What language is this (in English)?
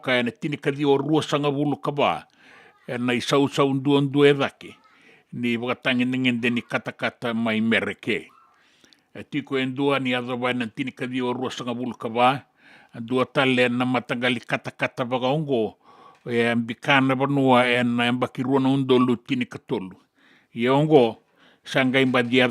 Fijian